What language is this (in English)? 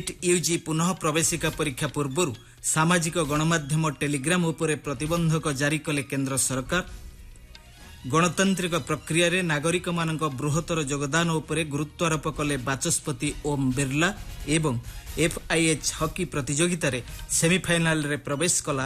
Odia